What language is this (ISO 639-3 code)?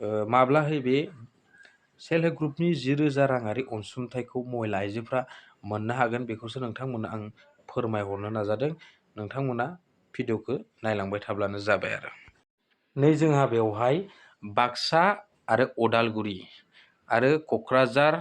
brx